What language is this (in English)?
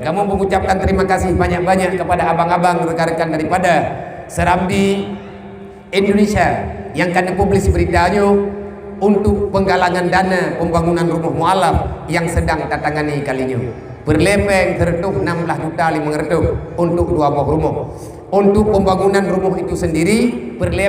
Achinese